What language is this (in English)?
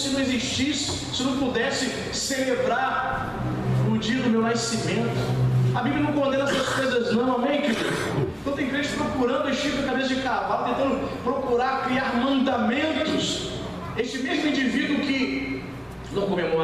Portuguese